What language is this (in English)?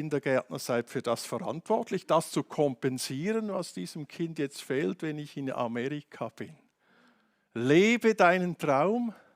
Swiss German